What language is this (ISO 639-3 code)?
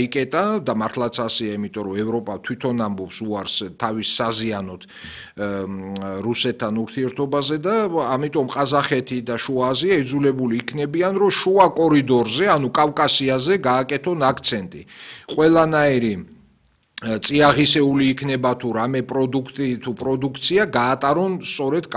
kat